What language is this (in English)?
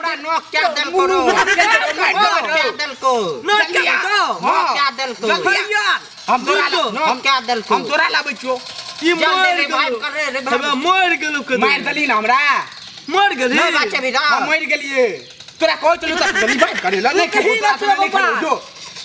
Maithili